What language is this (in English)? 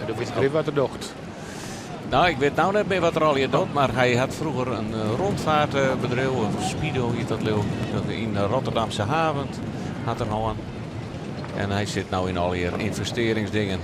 Western Frisian